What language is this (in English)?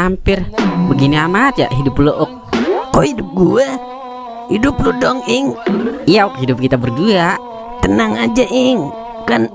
Betawi